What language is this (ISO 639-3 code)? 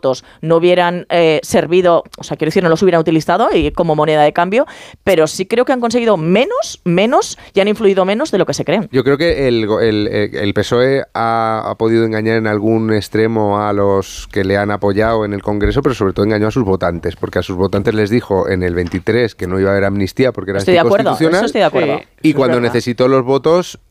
spa